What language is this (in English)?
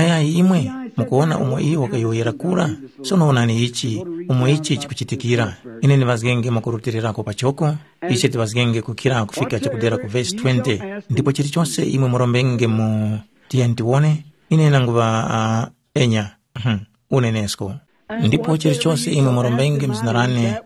Tumbuka